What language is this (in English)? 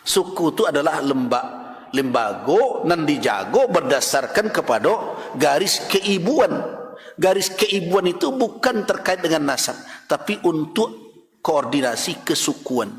Minangkabau